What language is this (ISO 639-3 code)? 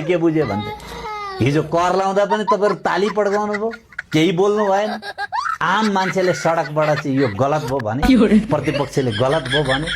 nep